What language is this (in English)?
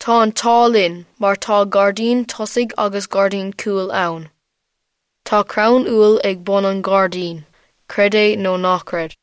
Irish